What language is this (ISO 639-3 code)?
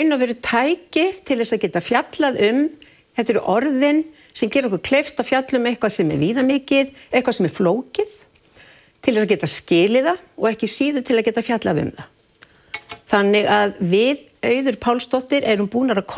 isl